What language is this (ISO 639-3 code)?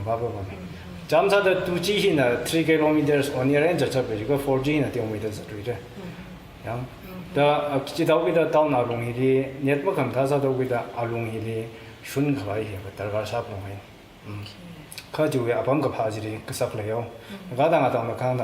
nmf